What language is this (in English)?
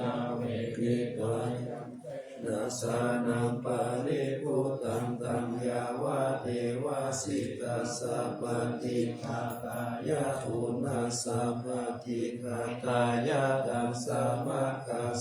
Pali